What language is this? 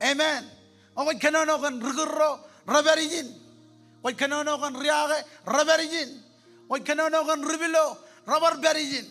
Marshallese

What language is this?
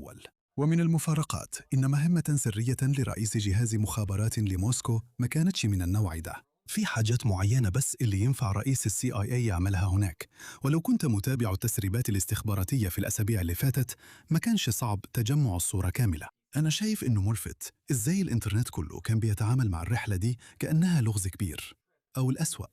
Egyptian Arabic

